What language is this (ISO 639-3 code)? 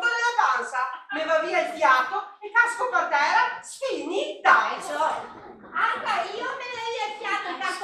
vec